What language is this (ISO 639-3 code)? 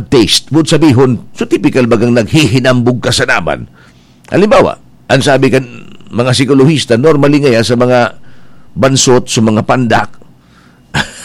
bik